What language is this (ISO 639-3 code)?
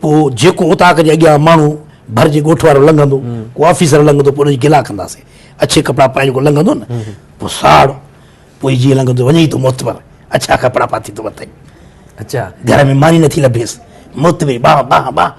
snd